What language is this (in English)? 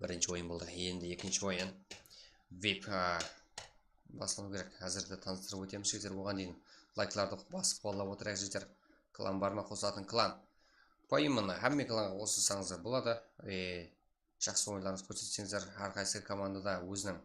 Kara-Kalpak